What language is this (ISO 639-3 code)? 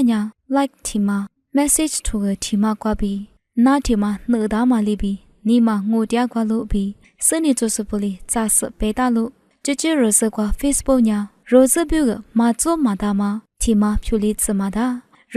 lis